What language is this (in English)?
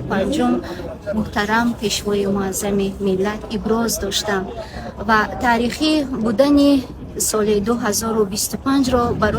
Tajik